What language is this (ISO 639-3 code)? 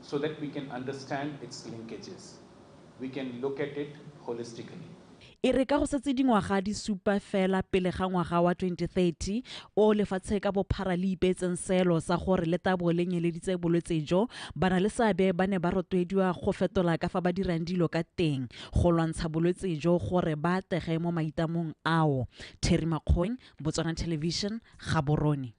tsn